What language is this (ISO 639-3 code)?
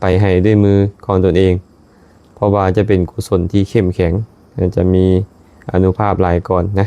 lao